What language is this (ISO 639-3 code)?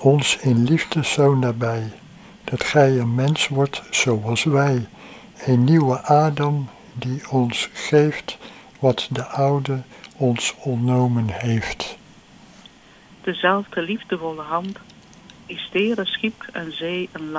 nld